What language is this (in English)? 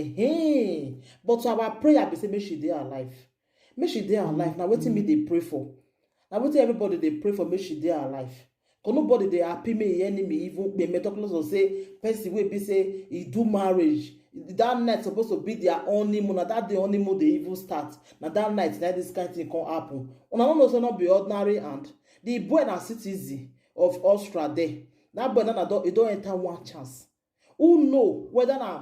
Nigerian Pidgin